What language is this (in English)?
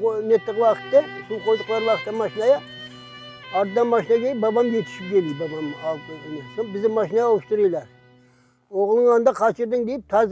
Crimean Tatar